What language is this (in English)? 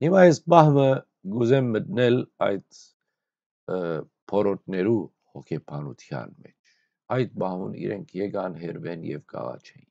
Western Armenian